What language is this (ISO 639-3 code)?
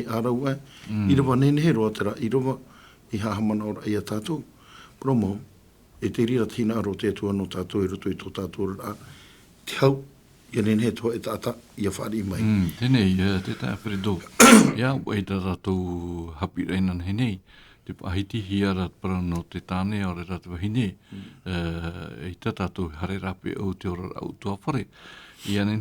tah